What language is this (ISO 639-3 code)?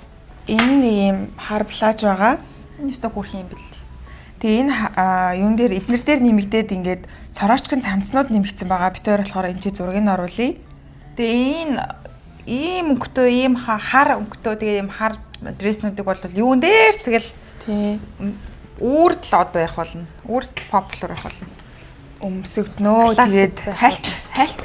mon